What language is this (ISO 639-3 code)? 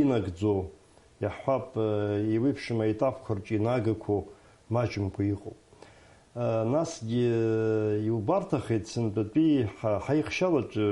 abk